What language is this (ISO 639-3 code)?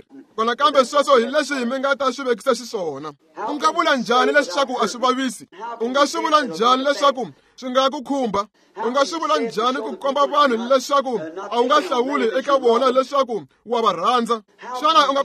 tso